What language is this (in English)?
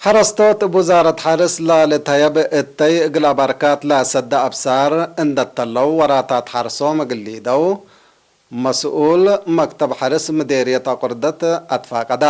Tigre